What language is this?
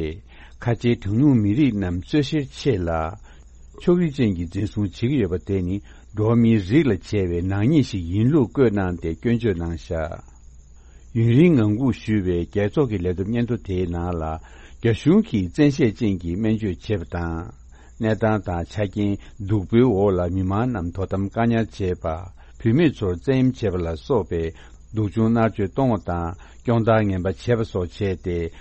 Tibetan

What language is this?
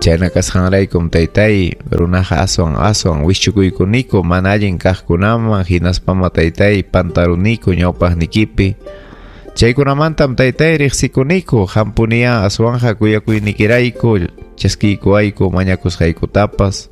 Ayacucho Quechua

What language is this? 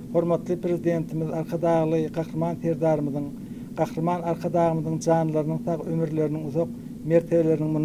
Turkmen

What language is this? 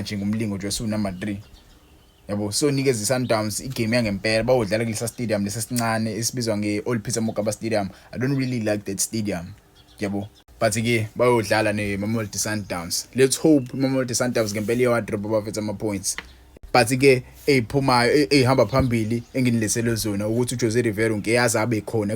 Zulu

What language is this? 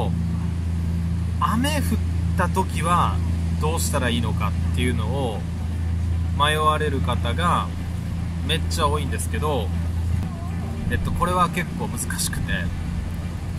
Japanese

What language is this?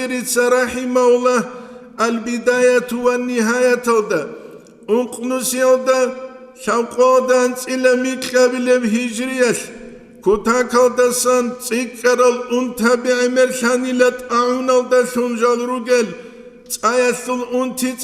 Avaric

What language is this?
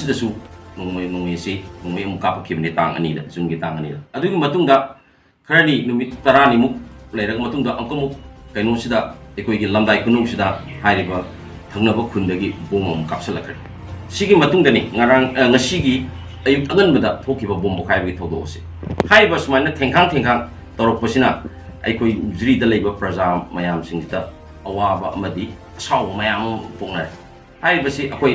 Manipuri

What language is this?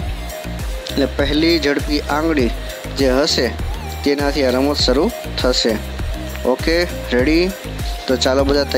Gujarati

